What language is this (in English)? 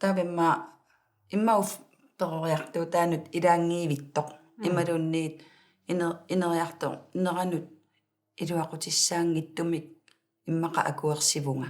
Kalaallisut